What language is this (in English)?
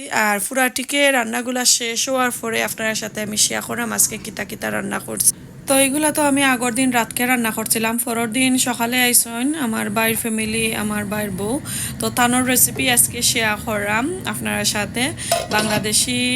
Sylheti